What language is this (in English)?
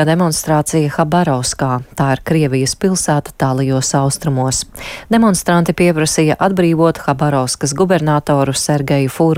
Latvian